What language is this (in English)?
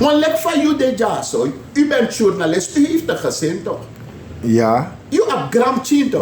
Sranan Tongo